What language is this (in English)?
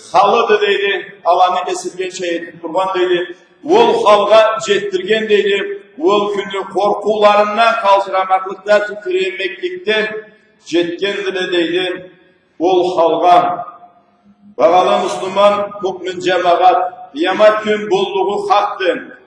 Karachay-Balkar